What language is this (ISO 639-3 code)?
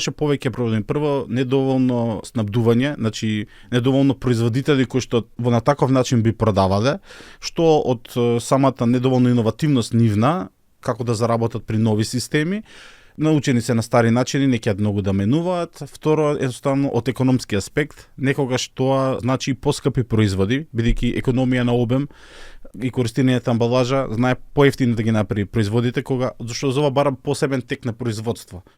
mkd